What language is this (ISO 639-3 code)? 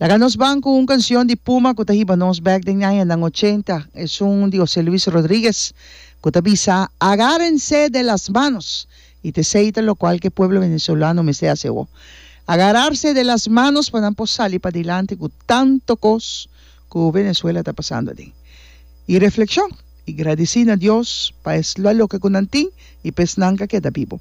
pap